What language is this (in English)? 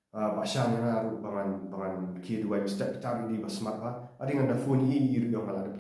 Khasi